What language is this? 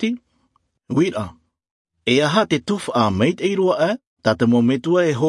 Albanian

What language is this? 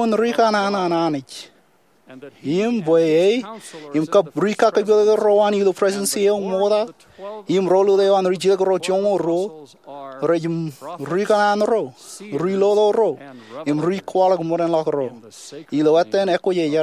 Marshallese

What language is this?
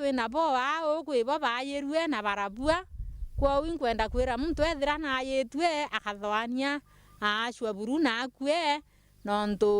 Meru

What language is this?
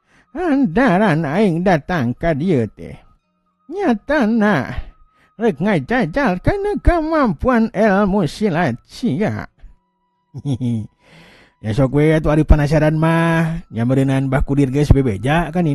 Sundanese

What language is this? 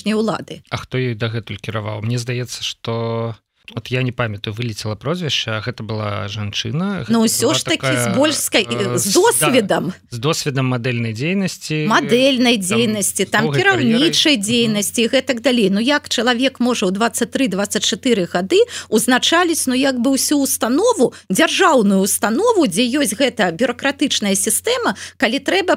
Belarusian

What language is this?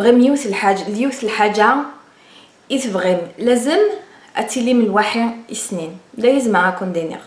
Kabyle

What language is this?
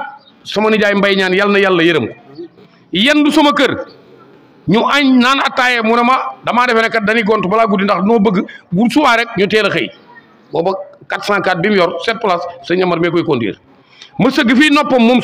Wolof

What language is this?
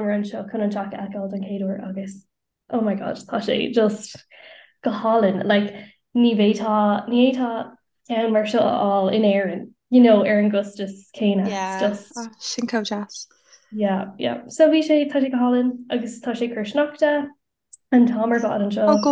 Irish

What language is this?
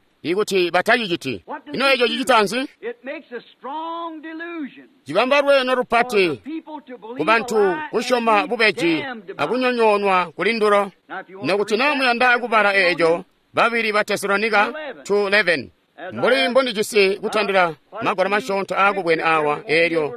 Tonga (Zambia)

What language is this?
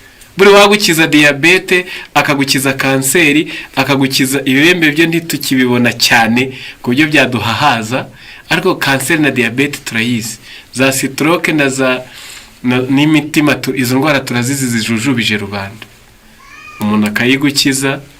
Kinyarwanda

